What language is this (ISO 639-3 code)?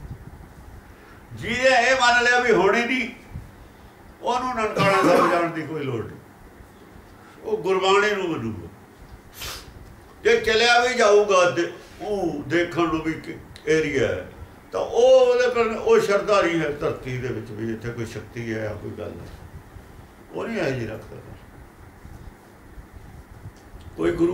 pan